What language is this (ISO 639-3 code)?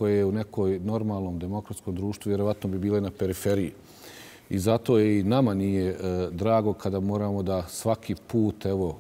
bos